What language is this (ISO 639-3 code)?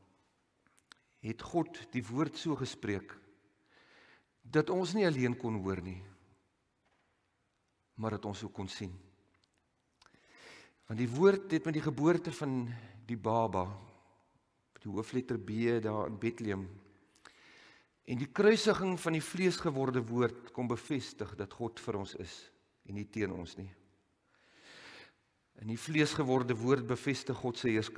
afr